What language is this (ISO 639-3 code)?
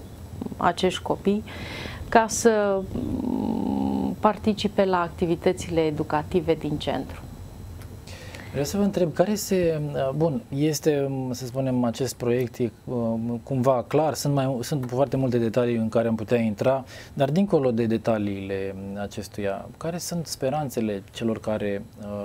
ron